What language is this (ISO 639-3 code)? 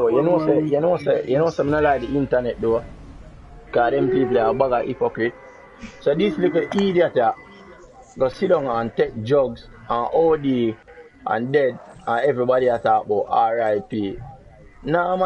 jam